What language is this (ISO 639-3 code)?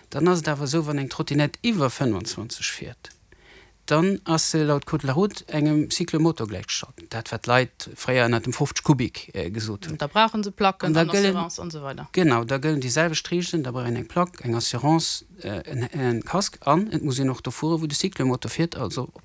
ltz